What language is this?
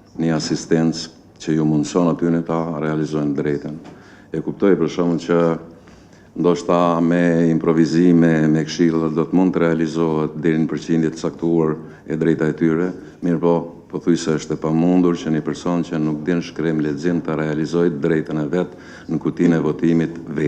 Albanian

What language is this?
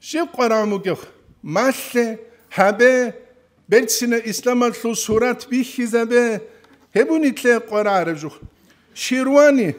Avaric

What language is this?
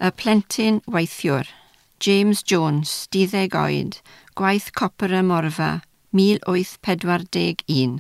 Welsh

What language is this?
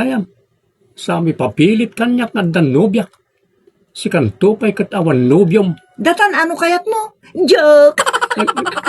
Iloko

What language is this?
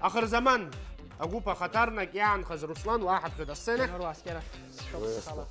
Abkhazian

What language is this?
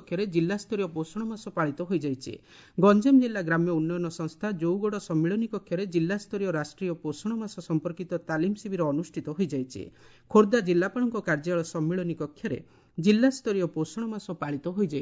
Odia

